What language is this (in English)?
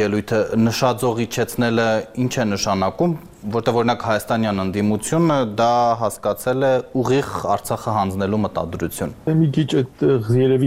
Armenian